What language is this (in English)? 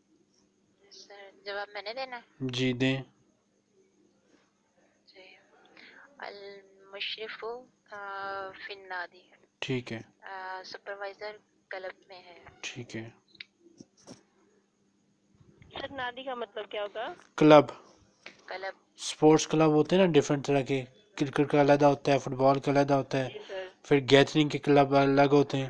Urdu